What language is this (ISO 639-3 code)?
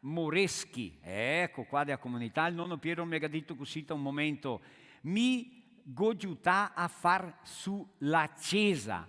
vec